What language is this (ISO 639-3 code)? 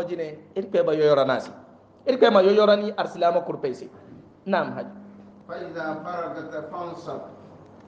hau